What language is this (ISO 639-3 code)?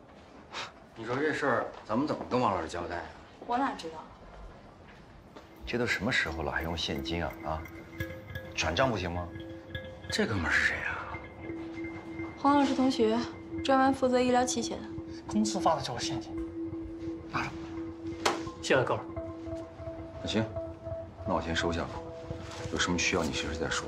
zho